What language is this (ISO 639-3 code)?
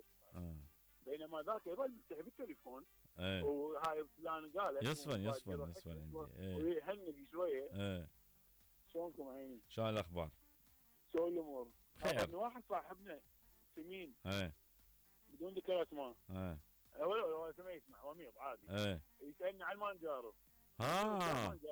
acm